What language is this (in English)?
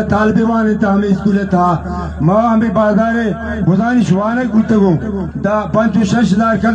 Baluchi